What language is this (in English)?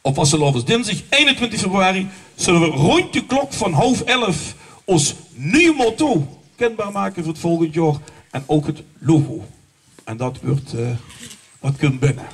Limburgish